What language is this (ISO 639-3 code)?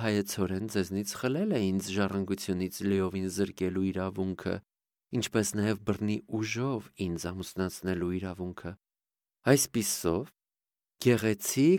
hye